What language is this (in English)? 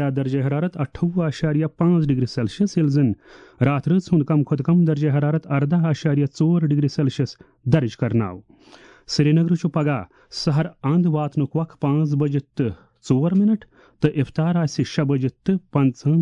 Kashmiri